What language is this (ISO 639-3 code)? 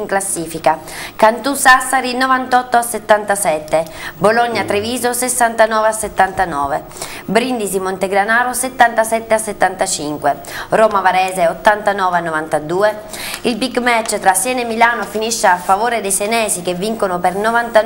ita